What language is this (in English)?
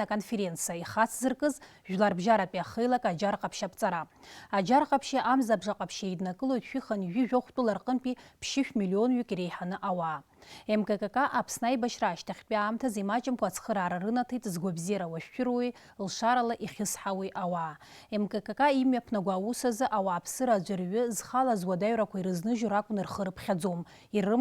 Abkhazian